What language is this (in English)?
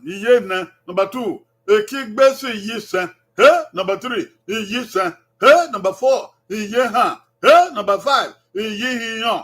Bini